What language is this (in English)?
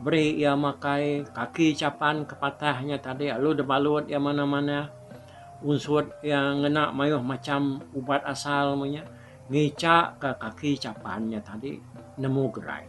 Iban